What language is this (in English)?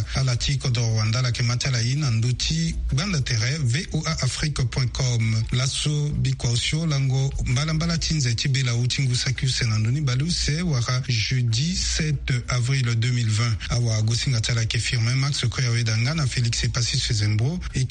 Sango